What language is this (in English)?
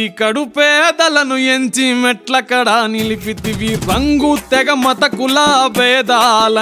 Telugu